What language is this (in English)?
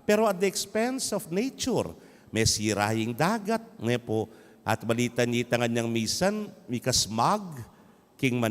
Pampanga